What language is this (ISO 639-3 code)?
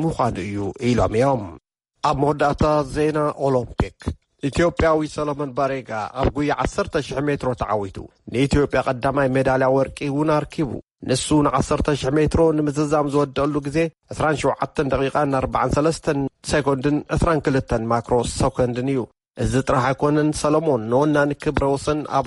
tir